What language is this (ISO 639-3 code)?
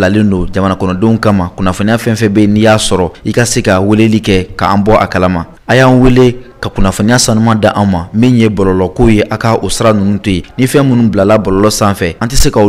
bam